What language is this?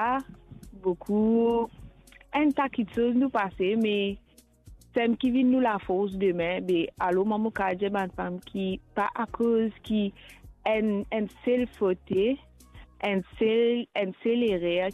Morisyen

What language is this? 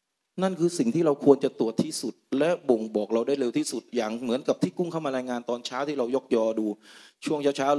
Thai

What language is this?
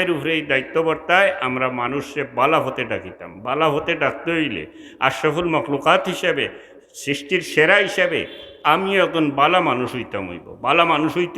Sylheti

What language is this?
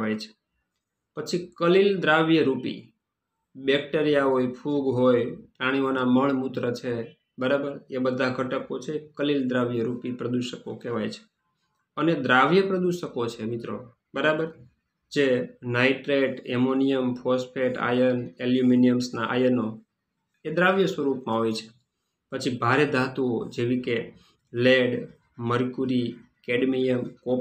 Gujarati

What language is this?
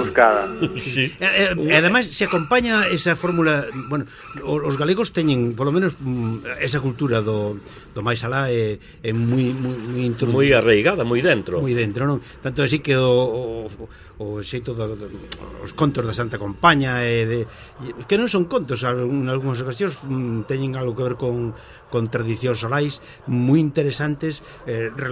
Galician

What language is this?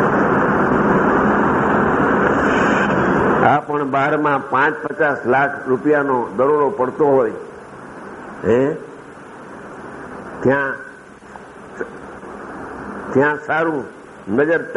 Gujarati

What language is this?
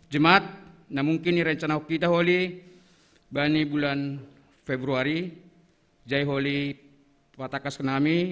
Batak Simalungun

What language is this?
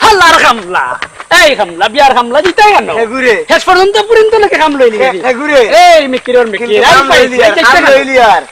Sylheti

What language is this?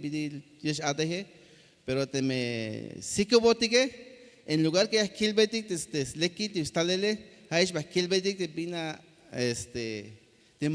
Tzeltal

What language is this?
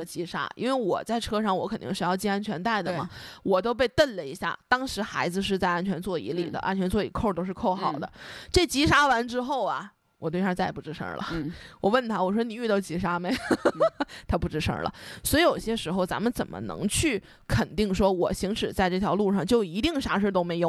Chinese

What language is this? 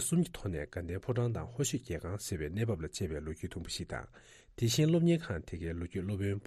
Tibetan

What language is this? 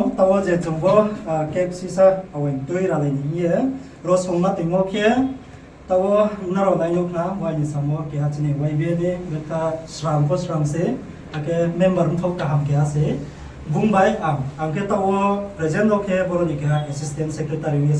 Riang (India)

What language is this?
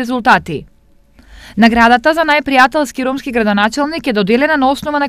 Macedonian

